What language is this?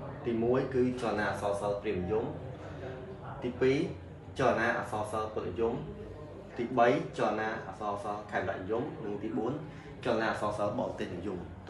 Khmer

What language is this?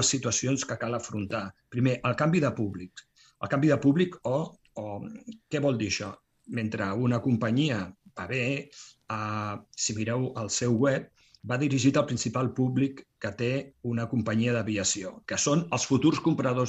Catalan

